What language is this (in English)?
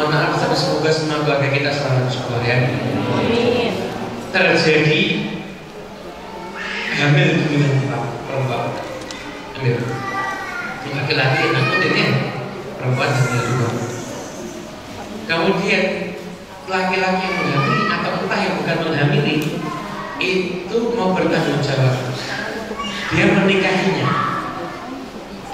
Indonesian